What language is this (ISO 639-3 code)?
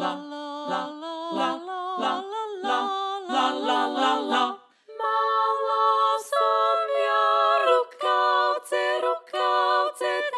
slk